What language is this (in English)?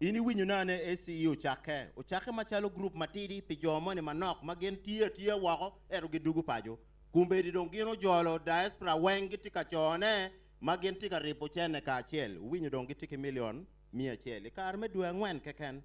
Acoli